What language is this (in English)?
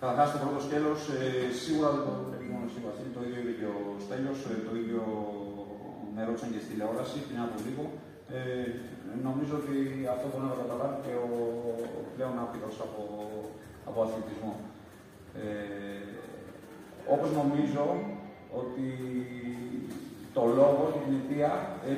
Greek